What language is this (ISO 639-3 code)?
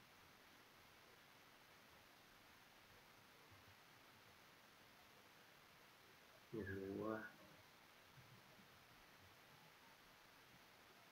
vie